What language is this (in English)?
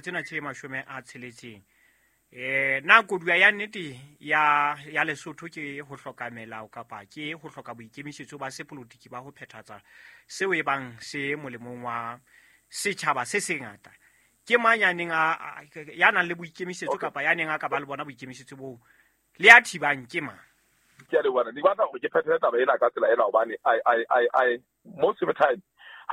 Southern Sotho